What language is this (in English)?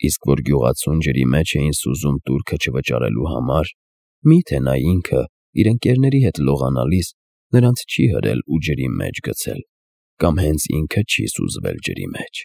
Armenian